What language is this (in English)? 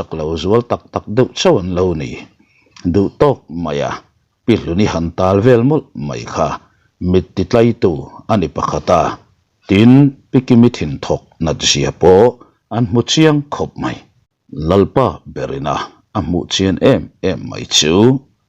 Mizo